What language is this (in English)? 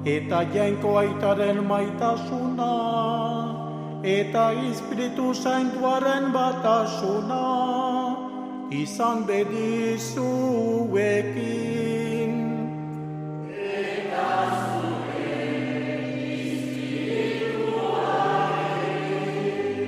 Basque